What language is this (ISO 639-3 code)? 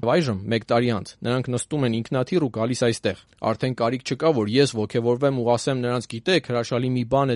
hye